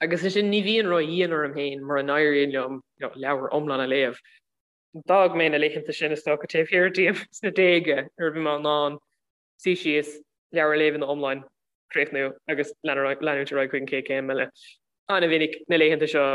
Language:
Irish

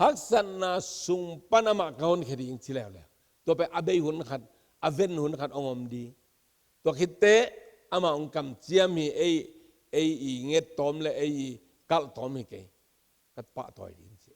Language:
Tedim Chin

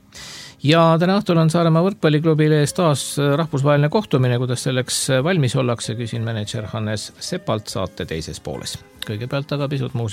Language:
Estonian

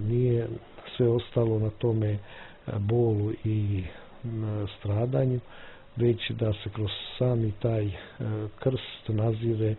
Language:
Serbian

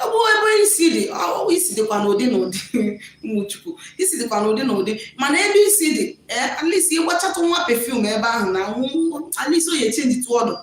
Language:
Igbo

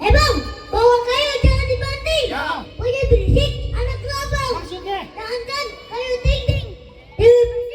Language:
Betawi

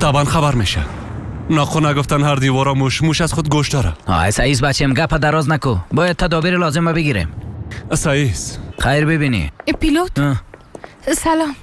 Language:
Persian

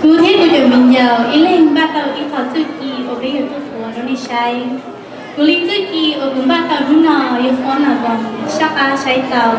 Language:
Hmong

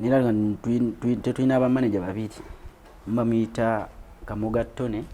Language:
Ganda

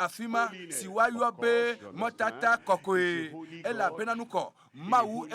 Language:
Ewe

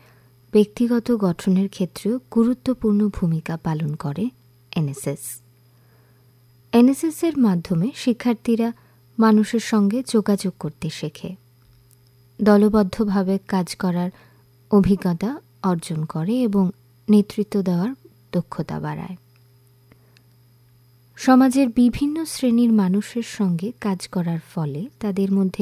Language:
Bangla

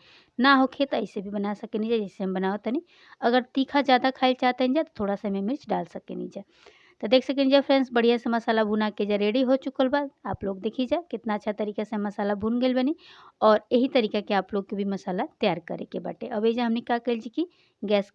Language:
Bhojpuri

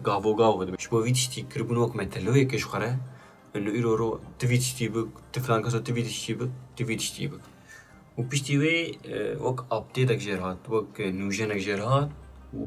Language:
Kurdish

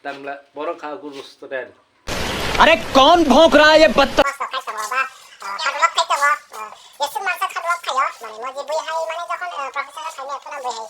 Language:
Kok Borok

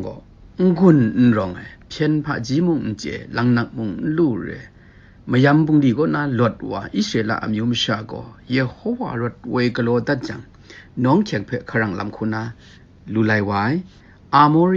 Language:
Kachin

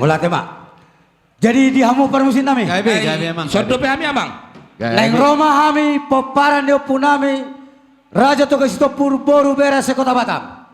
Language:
Batak Toba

